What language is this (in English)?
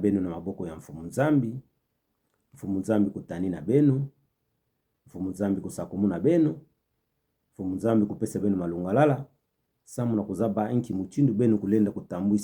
Kituba (Democratic Republic of Congo)